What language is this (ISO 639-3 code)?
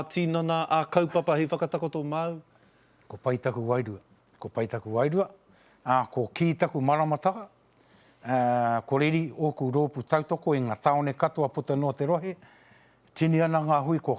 mri